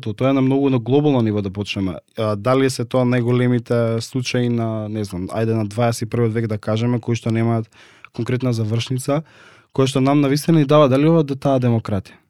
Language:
Macedonian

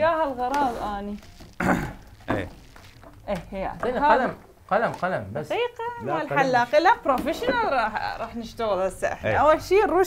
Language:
Mesopotamian Arabic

